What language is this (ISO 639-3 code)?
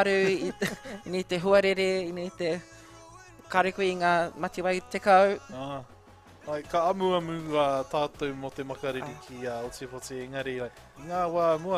mri